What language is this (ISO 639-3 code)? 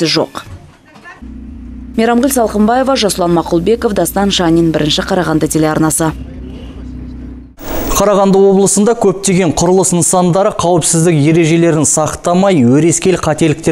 kaz